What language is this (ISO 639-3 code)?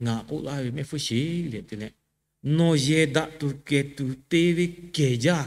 lhu